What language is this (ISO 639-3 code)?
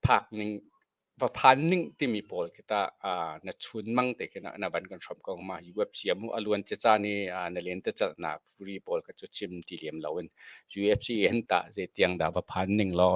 cnh